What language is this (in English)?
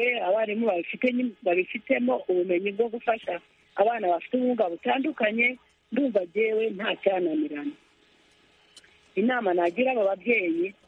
Kinyarwanda